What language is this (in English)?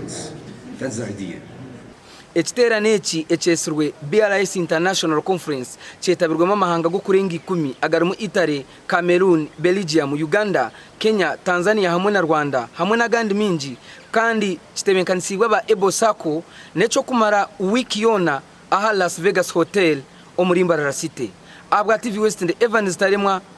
Nyankole